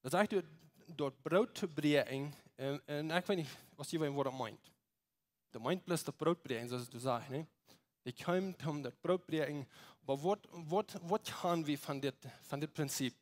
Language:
Plautdietsch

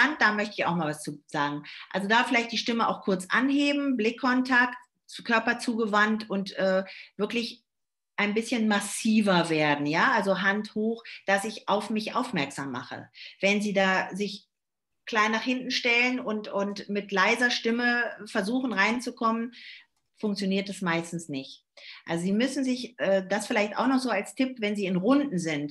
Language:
German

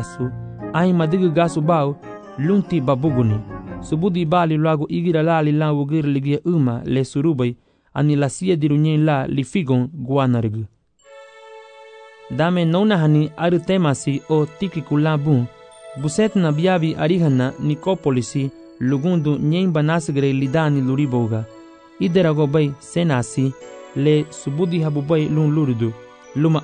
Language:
Garifuna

